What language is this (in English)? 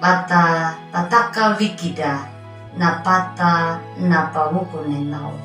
Anakalangu